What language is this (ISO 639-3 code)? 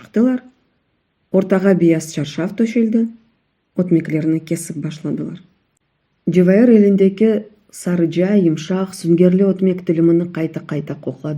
crh